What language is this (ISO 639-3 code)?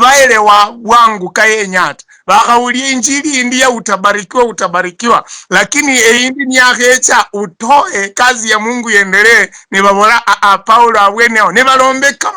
luy